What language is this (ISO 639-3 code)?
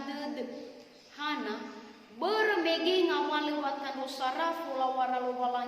nia